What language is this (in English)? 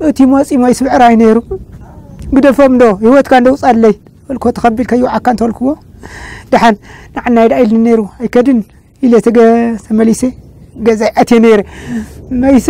Tigrinya